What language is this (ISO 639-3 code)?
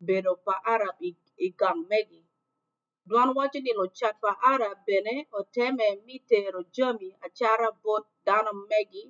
ach